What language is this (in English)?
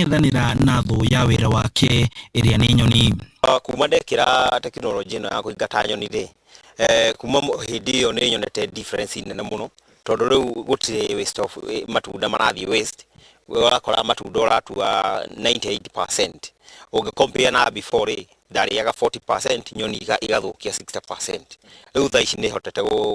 Kikuyu